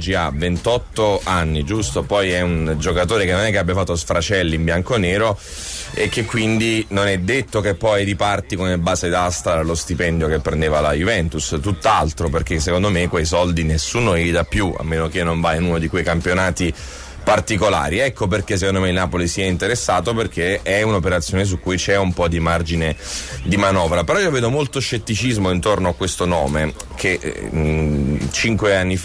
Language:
Italian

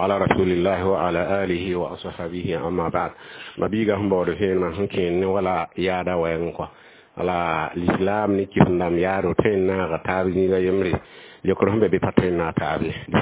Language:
Mossi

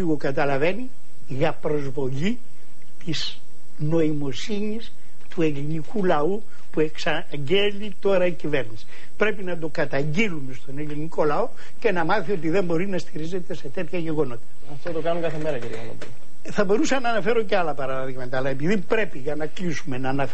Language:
Greek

